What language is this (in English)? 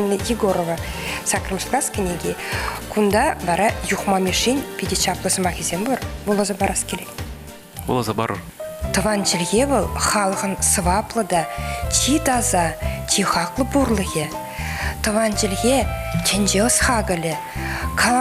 Chuvash